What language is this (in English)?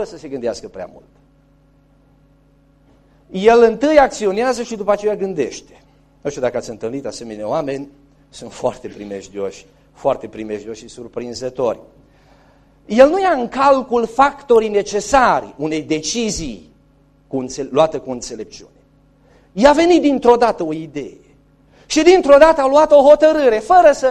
Romanian